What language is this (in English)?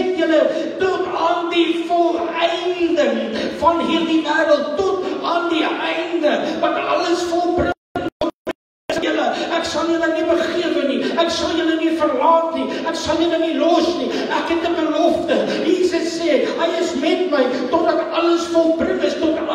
Afrikaans